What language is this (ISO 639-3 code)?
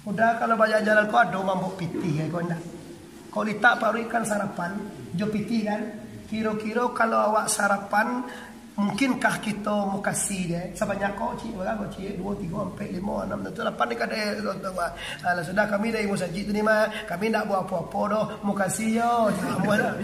min